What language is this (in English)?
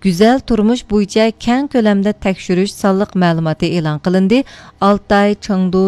Uyghur